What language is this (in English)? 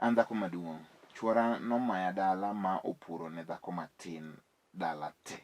Luo (Kenya and Tanzania)